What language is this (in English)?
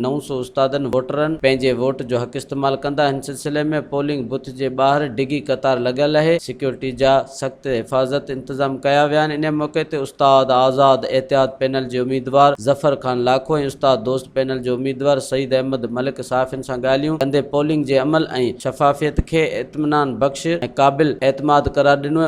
Sindhi